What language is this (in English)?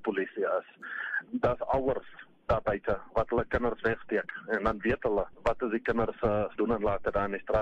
Afrikaans